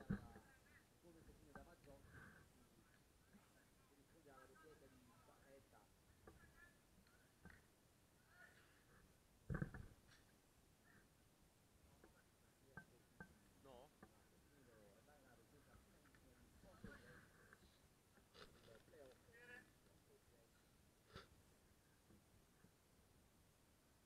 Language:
Italian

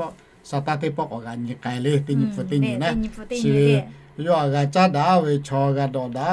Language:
Lahu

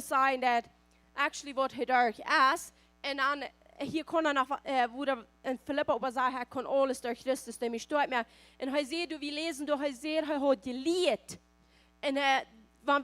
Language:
Plautdietsch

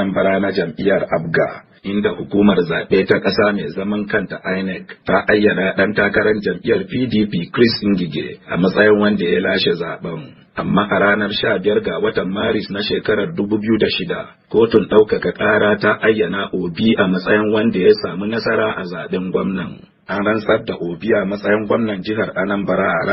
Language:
Hausa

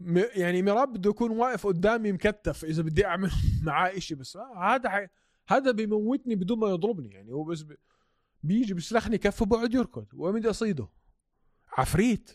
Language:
North Levantine Arabic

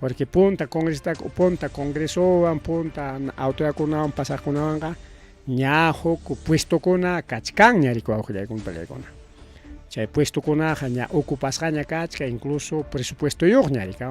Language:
Ayacucho Quechua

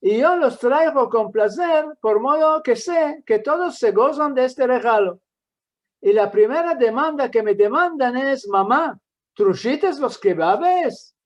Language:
Ladino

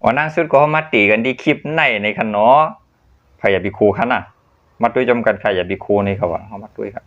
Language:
Shan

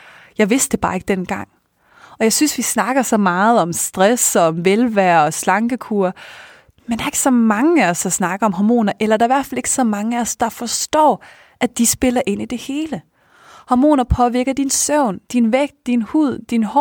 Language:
Danish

